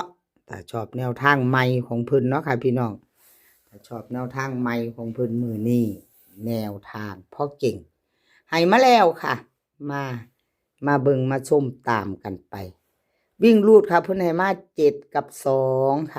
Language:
Northeastern Thai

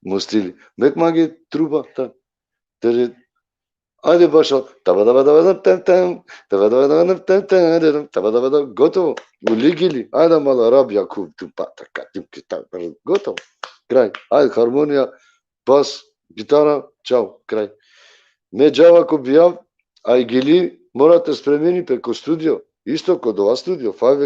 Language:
Balkan Romani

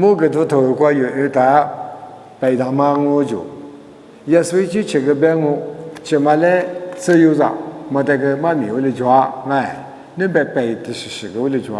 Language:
Lisu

